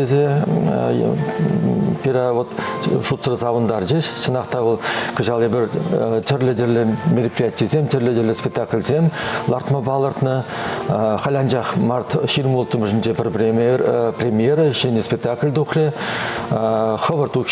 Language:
Chuvash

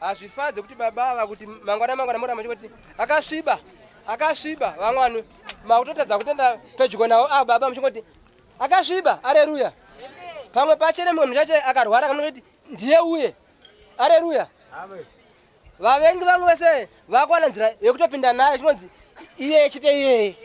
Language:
Shona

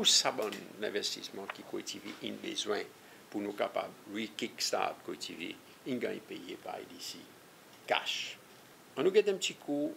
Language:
Seselwa Creole French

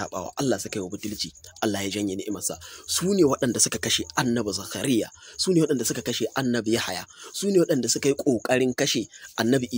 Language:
Hausa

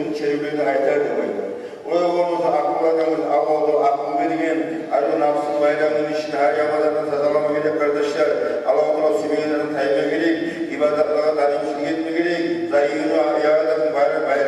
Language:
Kumyk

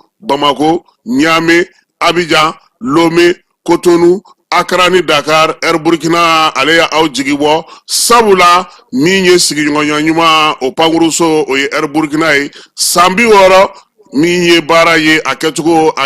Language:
Bambara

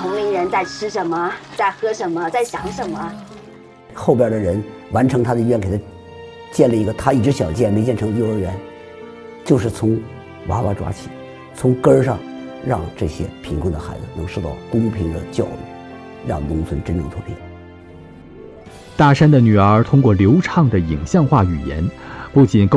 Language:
Chinese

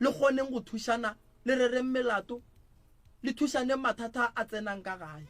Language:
Northern Sotho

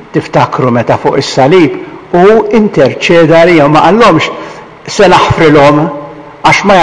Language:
Maltese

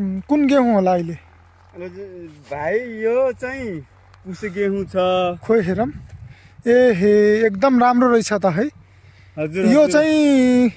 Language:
Nepali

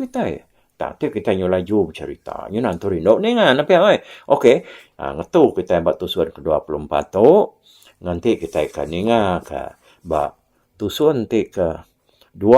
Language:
Iban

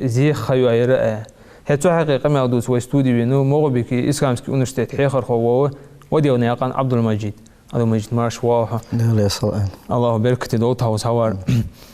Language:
Ingush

